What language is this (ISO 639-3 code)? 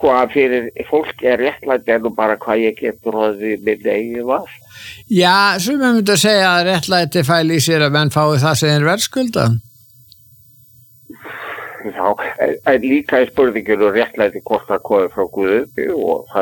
isl